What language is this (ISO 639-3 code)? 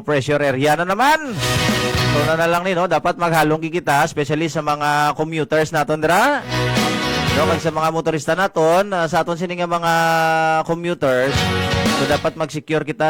hil